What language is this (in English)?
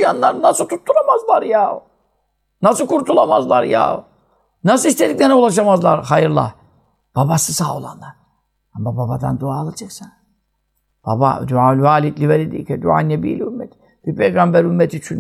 Turkish